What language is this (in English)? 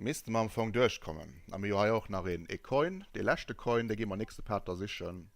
Luxembourgish